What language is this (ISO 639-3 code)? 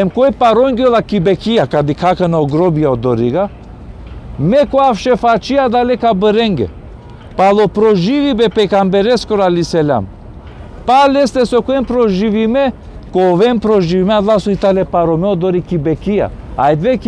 rmn